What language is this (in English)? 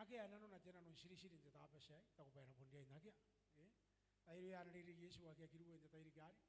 Gilbertese